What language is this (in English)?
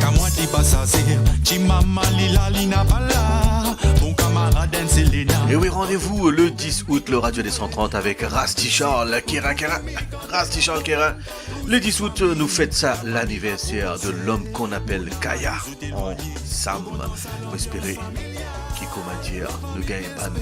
Morisyen